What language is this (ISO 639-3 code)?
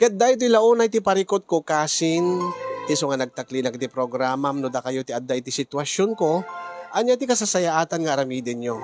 ilo